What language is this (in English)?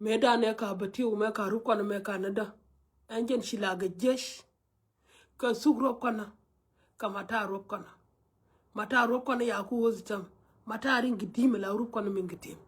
Nuer